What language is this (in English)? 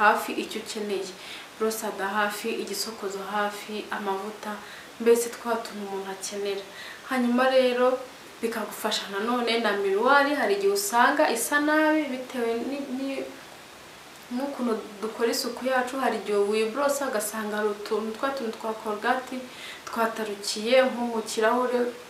Kinyarwanda